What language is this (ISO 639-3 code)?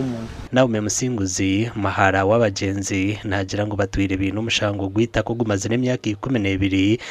nyn